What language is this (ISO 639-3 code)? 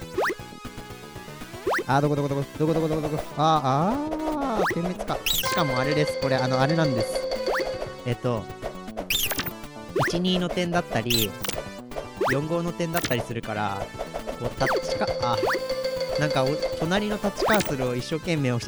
jpn